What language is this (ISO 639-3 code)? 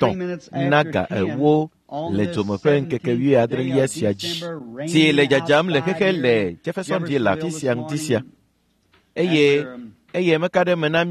ewe